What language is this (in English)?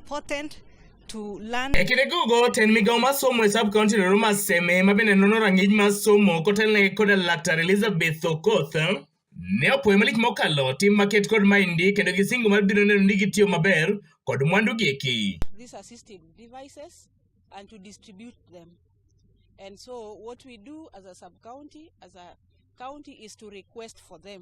Luo (Kenya and Tanzania)